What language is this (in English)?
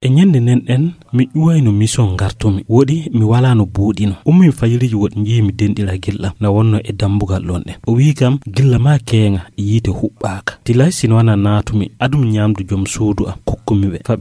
Fula